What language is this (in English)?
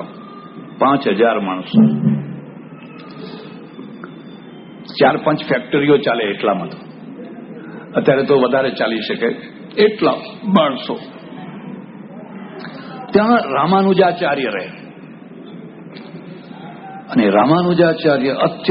Gujarati